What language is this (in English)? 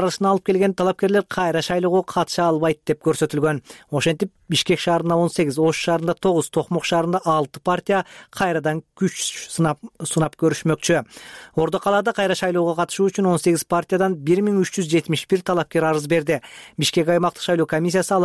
Kyrgyz